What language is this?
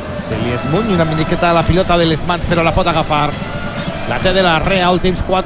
Catalan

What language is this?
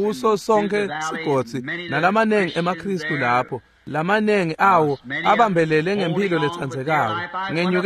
Swati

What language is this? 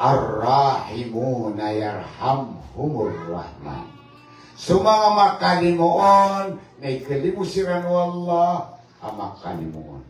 Maranao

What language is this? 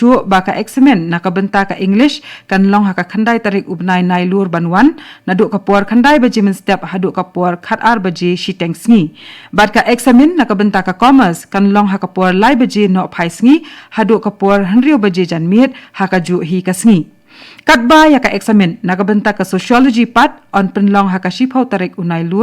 Khasi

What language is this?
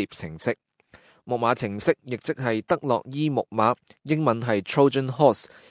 Cantonese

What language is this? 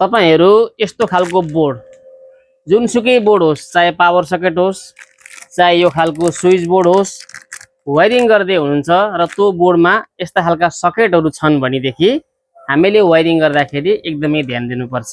Nepali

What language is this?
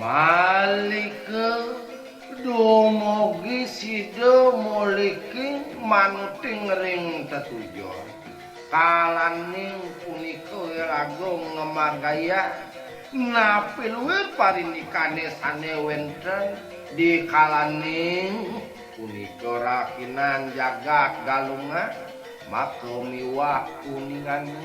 Balinese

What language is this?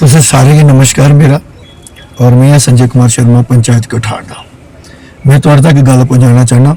Dogri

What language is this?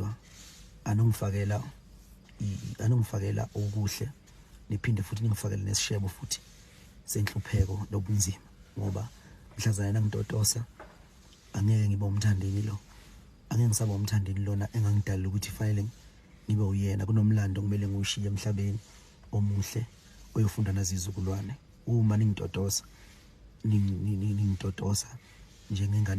Zulu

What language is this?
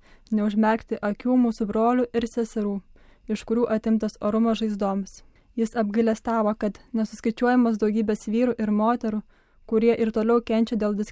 Lithuanian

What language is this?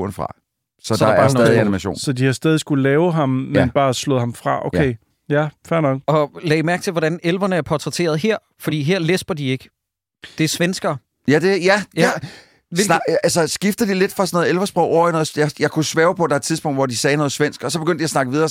Danish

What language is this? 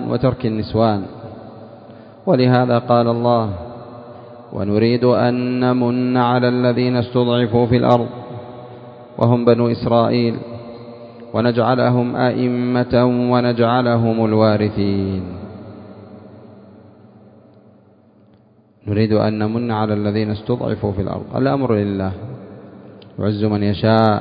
Arabic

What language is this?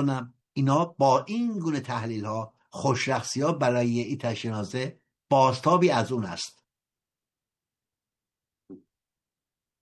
Persian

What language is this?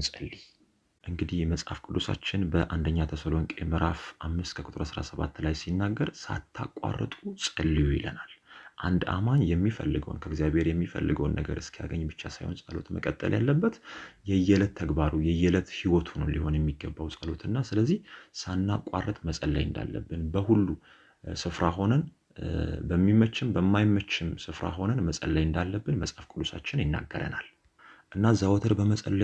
Amharic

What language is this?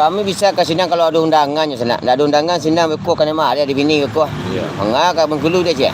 Minangkabau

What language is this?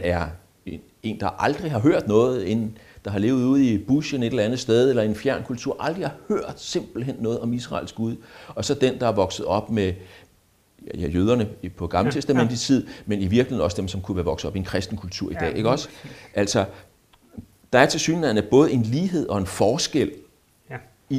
Danish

